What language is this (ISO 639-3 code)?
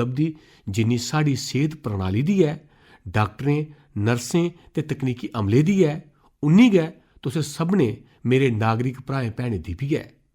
doi